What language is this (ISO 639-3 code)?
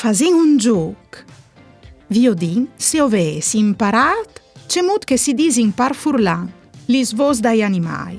fur